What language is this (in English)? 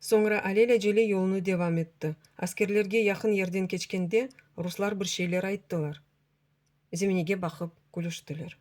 Crimean Tatar